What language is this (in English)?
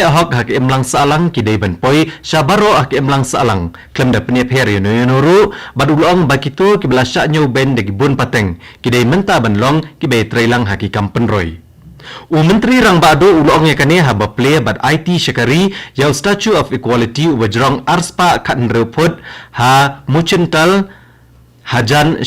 Khasi